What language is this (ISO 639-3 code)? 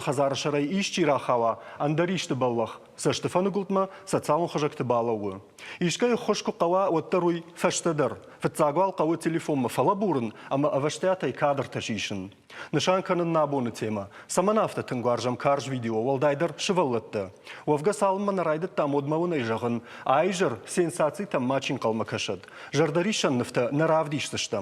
oss